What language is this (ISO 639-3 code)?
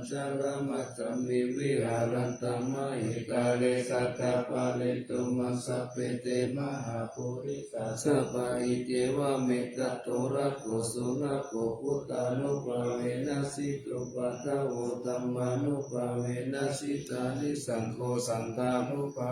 pli